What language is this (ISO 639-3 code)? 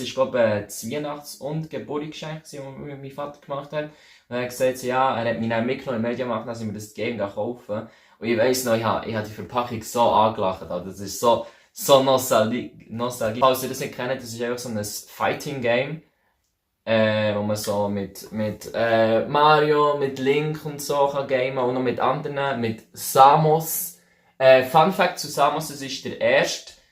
gsw